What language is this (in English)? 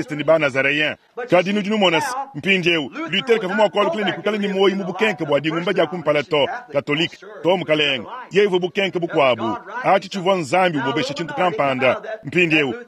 Luba-Lulua